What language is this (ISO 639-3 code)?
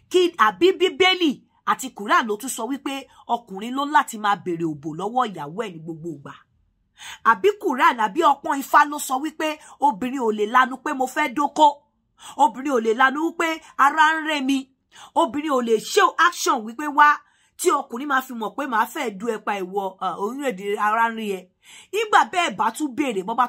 yor